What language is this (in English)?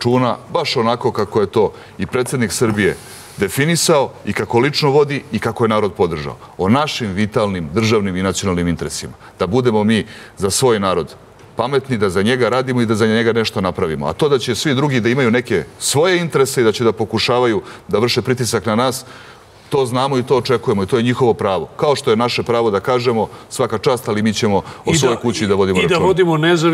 Serbian